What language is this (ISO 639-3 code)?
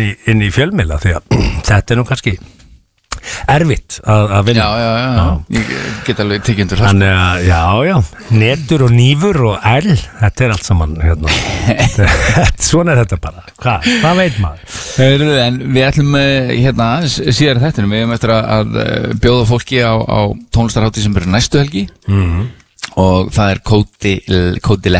isl